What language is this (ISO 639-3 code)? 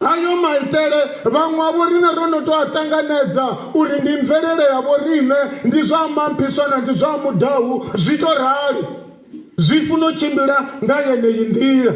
ven